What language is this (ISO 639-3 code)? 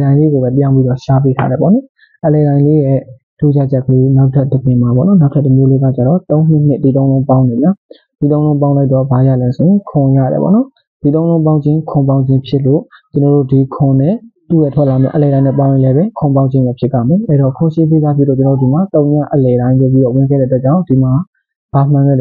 mya